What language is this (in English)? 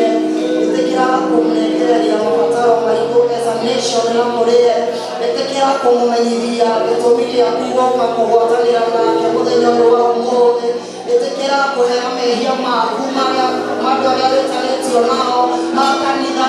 Kikuyu